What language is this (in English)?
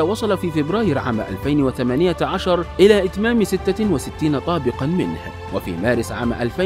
Arabic